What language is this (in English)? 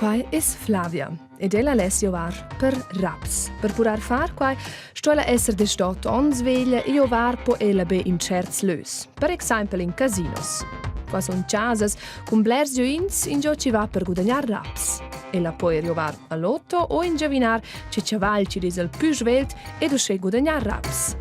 Romansh